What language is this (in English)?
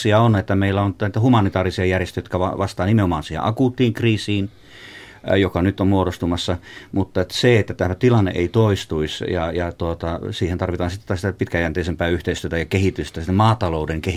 Finnish